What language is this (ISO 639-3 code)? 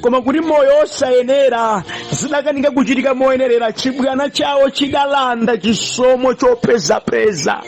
nya